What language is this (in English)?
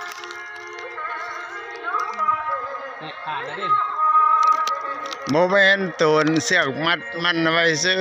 Lao